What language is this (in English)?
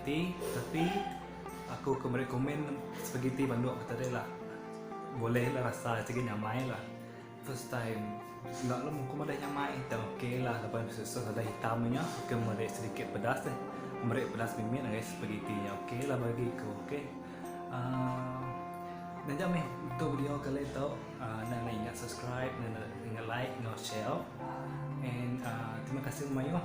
Iban